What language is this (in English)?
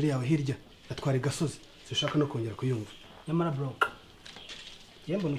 Kinyarwanda